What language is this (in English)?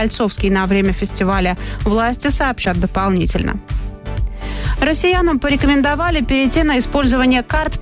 Russian